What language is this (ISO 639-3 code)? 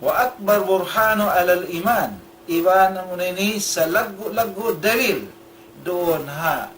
tsg